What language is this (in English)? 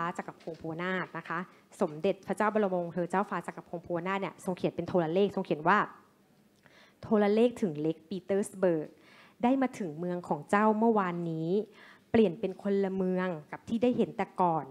Thai